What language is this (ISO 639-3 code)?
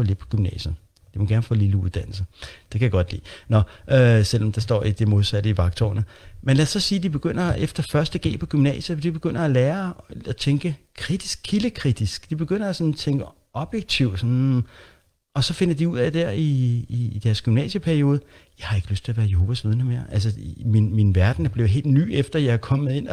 dan